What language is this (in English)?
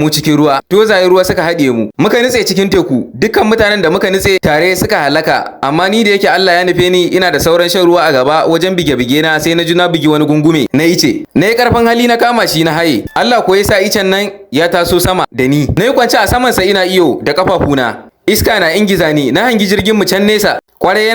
Hausa